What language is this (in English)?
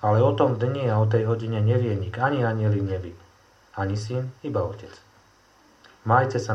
Slovak